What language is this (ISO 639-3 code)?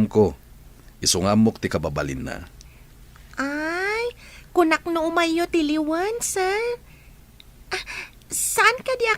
ilo